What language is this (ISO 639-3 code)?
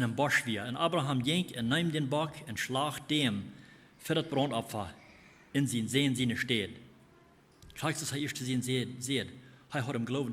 pdt